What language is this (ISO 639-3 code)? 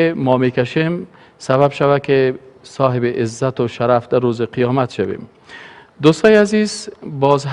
fas